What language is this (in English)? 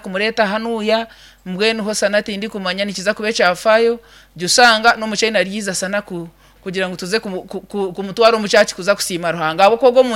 Nyankole